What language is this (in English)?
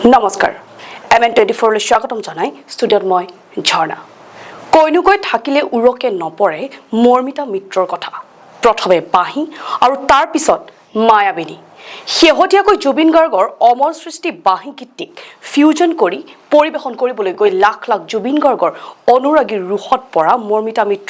Assamese